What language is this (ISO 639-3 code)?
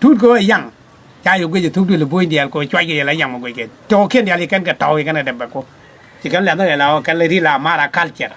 nus